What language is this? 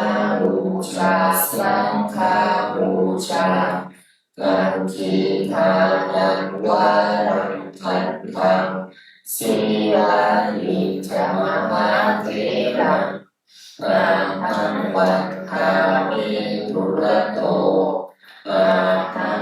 Pali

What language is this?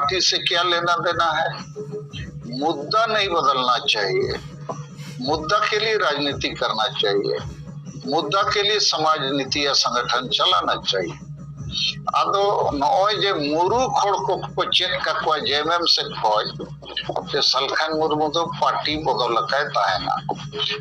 Santali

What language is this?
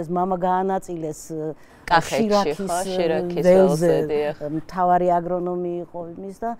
Georgian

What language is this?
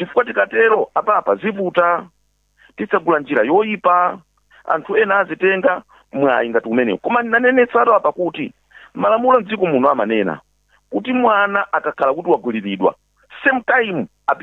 Nyanja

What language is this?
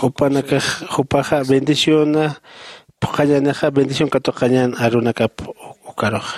Aymara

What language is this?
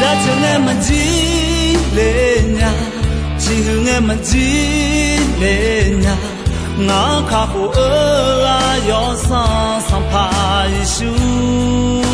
Akha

